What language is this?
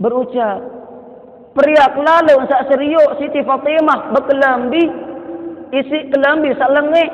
Sasak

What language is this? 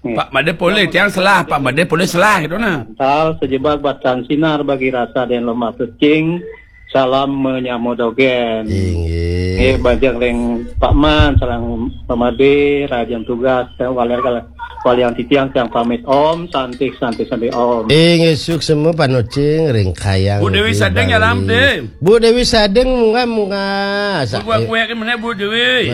Balinese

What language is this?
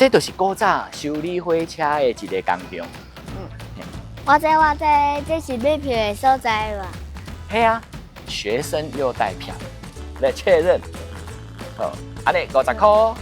Min Nan Chinese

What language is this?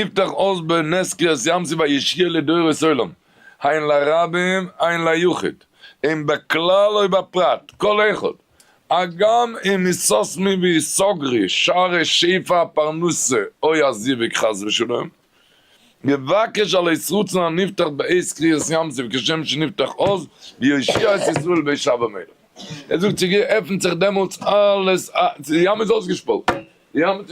Yiddish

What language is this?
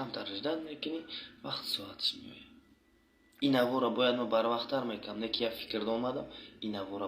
Tajik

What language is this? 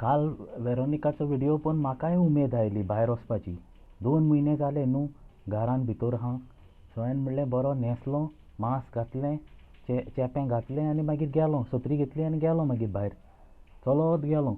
Konkani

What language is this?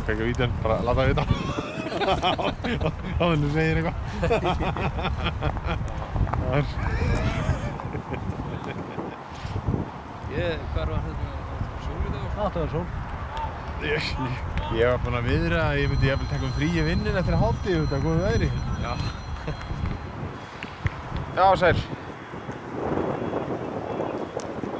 Icelandic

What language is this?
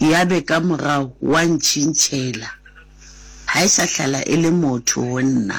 Southern Sotho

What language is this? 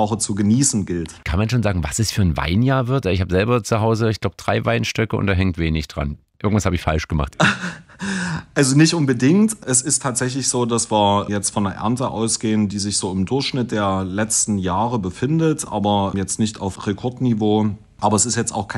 German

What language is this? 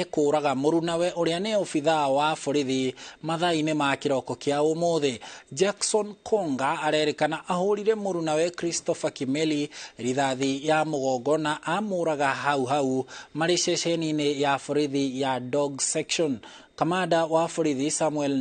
Kikuyu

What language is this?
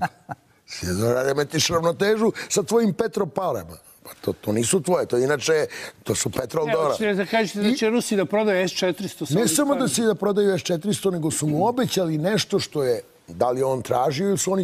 Serbian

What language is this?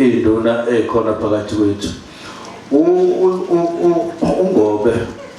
Zulu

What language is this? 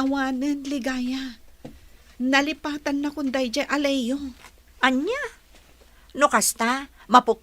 Iloko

